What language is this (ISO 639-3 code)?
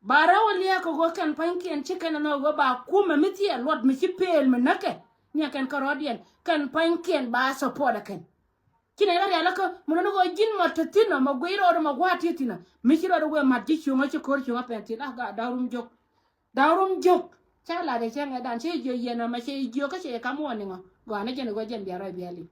nus